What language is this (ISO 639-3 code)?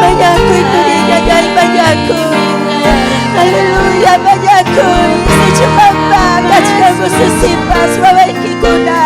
quy